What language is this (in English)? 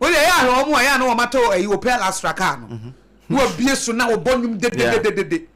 Akan